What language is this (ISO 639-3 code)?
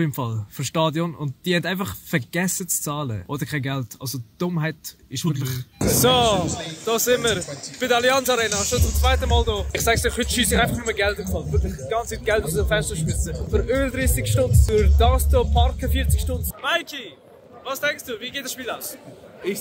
gsw